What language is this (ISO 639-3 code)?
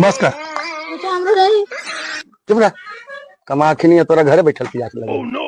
mag